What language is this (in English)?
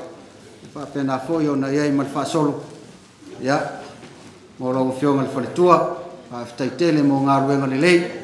Samoan